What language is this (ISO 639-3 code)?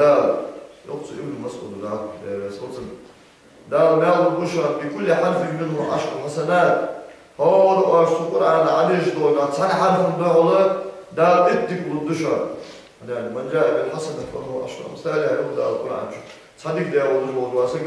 inh